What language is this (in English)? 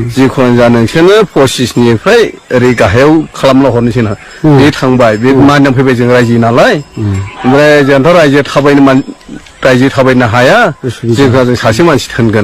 Bodo